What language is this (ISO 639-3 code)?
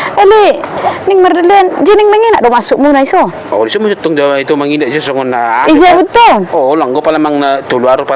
bbc